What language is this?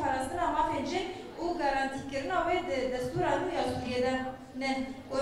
Kurdish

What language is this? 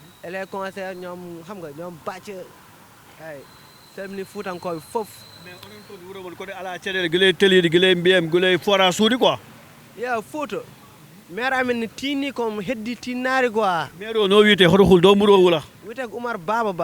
Fula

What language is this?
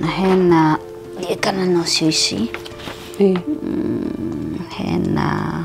Kikuyu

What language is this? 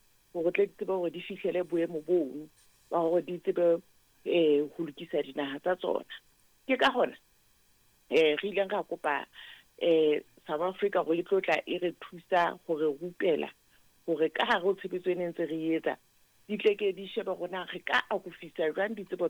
Southern Sotho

